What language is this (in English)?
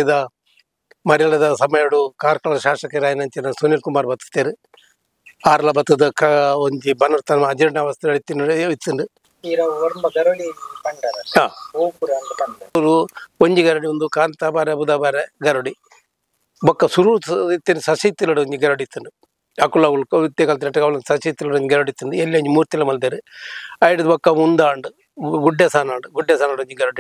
Tulu